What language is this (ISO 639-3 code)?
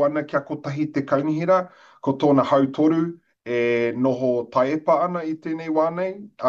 mri